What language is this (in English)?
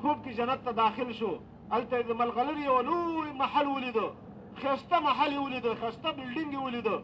Pashto